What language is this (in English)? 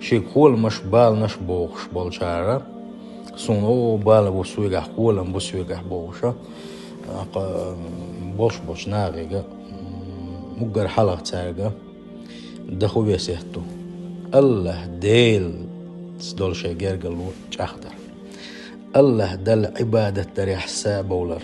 Chechen